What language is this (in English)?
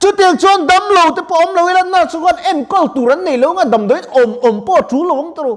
Mizo